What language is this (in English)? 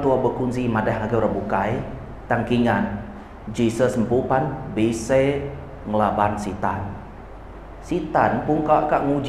Iban